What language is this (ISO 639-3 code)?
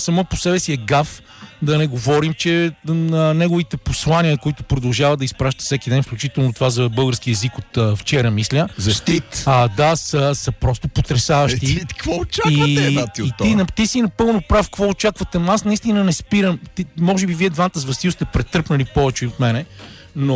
bul